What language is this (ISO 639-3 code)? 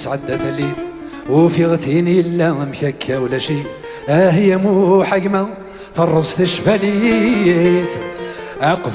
kab